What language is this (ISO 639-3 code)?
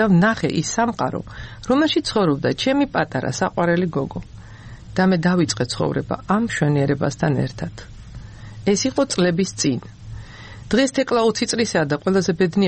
kat